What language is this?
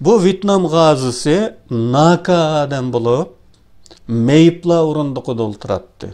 Uyghur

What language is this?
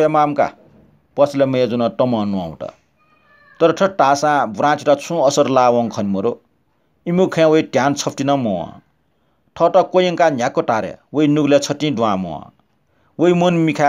Newari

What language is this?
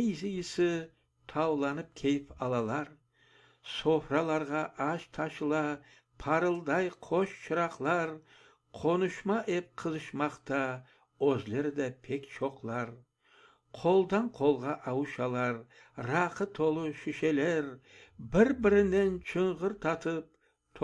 Crimean Tatar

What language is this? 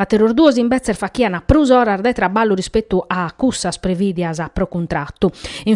Sardinian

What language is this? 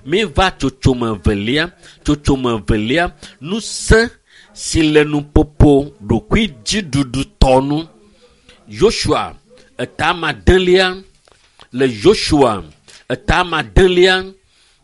Ewe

